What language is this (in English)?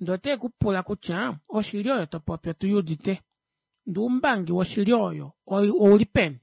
Kuanyama